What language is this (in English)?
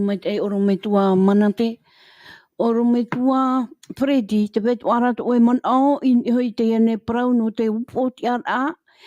Tahitian